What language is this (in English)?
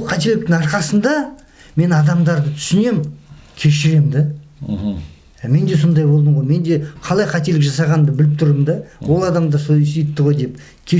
Kazakh